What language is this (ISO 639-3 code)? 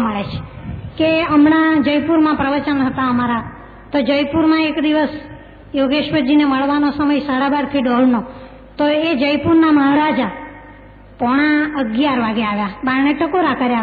guj